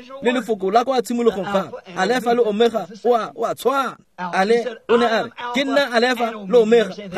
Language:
Tswana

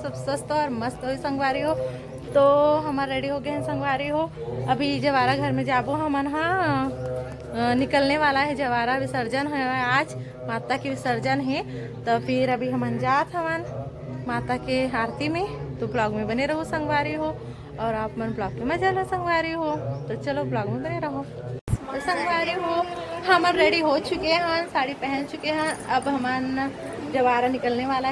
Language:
Chhattisgarhi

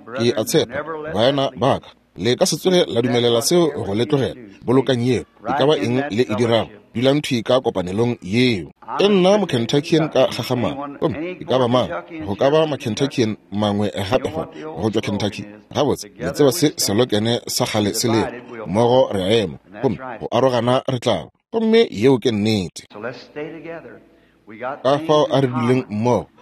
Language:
Northern Sotho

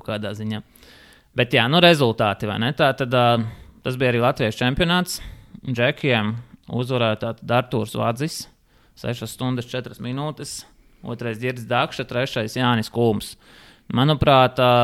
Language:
Latvian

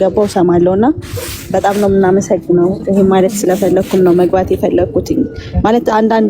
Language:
Amharic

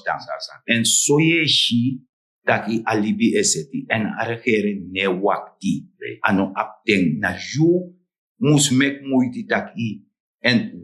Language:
Sranan Tongo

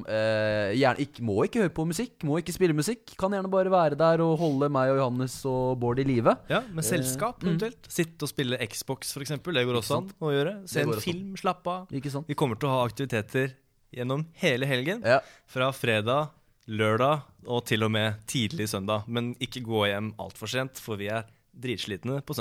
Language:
Norwegian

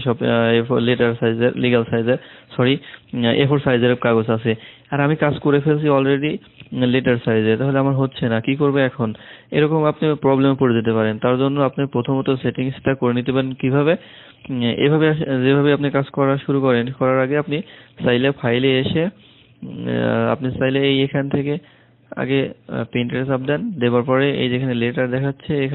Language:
Bangla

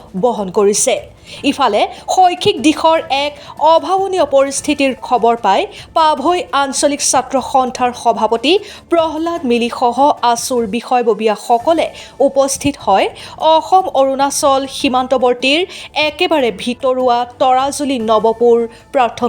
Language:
Assamese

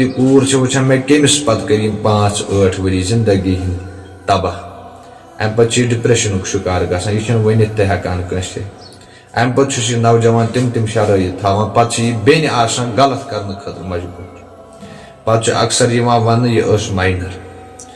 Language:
Kashmiri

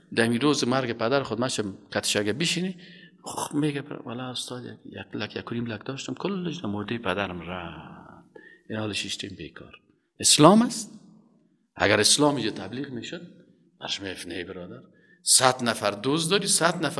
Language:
Persian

